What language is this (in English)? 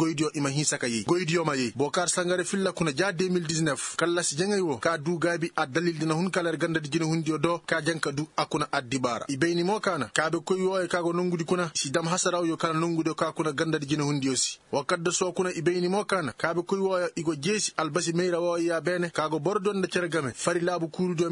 Koyraboro Senni